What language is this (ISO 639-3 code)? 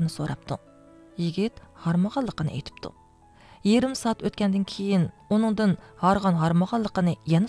uig